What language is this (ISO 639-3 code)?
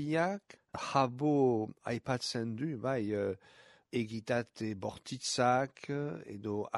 eus